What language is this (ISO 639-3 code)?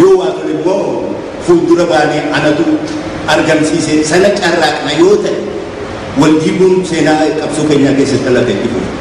orm